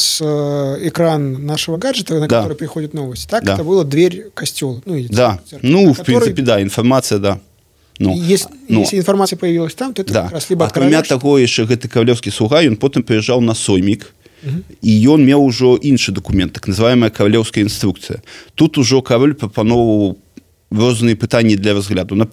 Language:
Belarusian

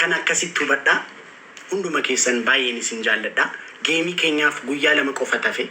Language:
Oromo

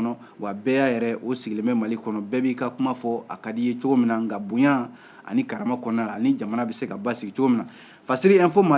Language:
Bambara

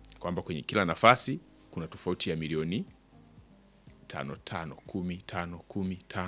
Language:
Swahili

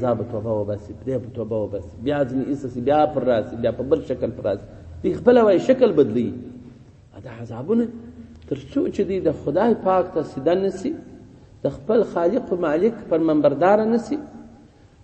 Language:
Pashto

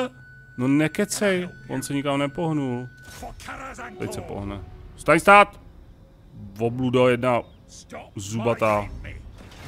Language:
Czech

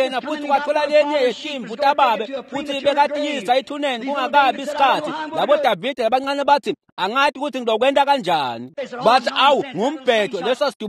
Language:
Swati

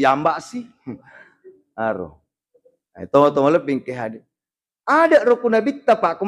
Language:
Buginese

